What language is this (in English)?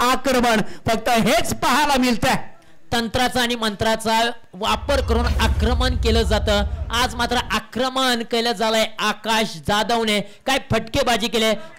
Marathi